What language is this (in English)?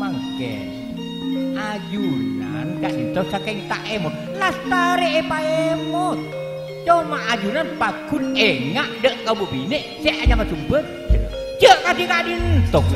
Madurese